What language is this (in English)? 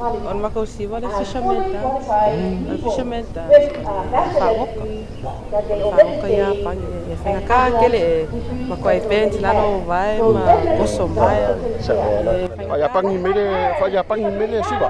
Samoan